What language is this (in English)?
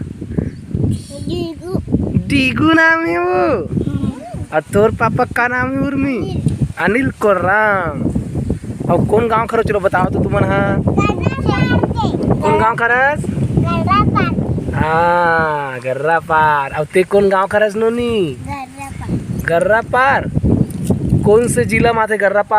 Chhattisgarhi